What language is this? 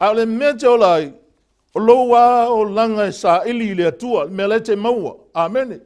Samoan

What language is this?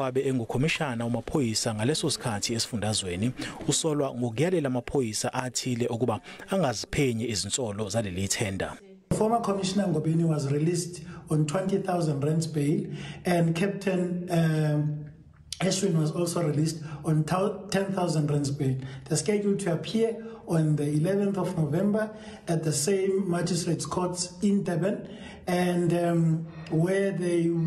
Zulu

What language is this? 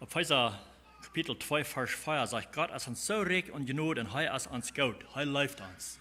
Plautdietsch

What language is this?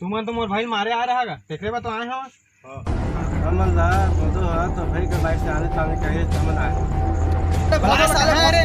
Chhattisgarhi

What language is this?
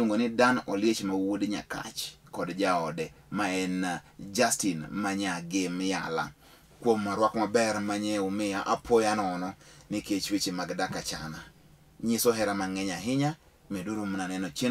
Luo (Kenya and Tanzania)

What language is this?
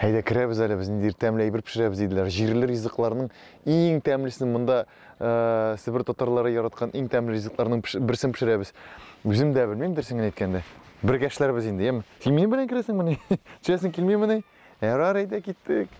Tatar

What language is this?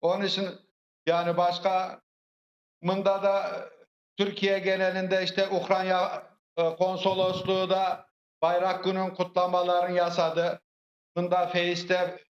Crimean Tatar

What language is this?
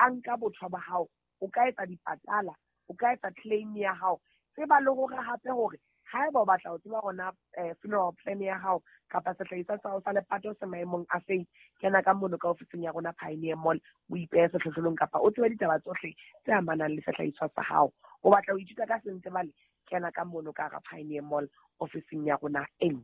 Southern Sotho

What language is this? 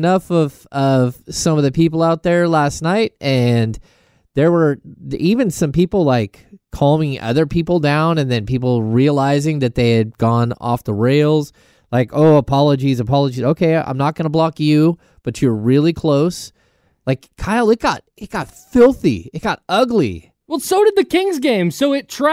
English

